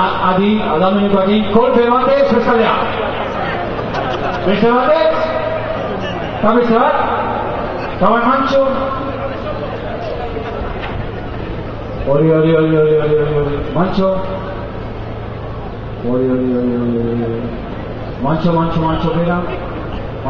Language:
Basque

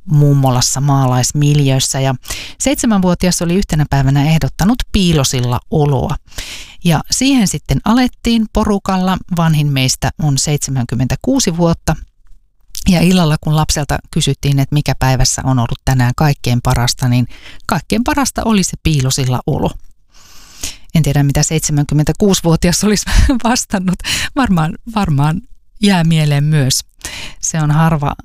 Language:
Finnish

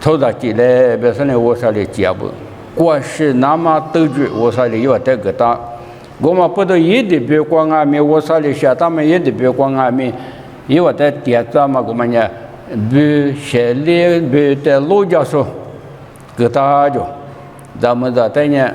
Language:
Lisu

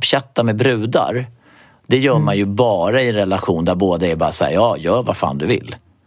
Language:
Swedish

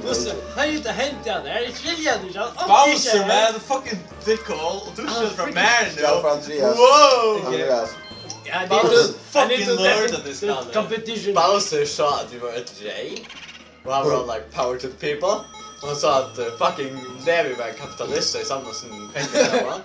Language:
Faroese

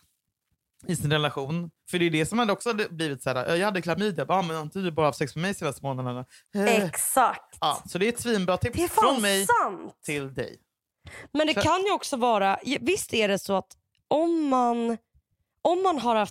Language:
Swedish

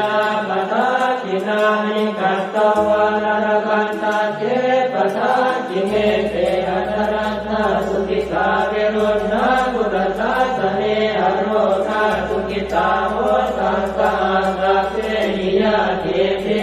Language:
Pali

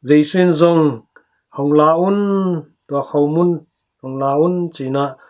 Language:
Tedim Chin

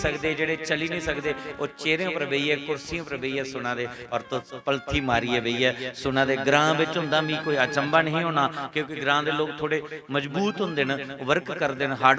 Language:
Dogri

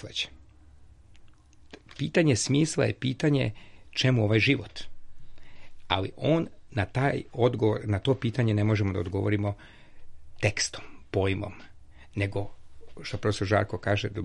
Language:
Serbian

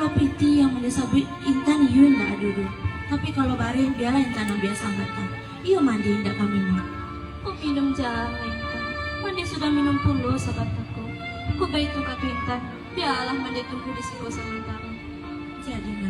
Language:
Minangkabau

